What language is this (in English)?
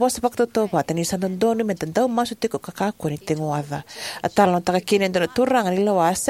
Fijian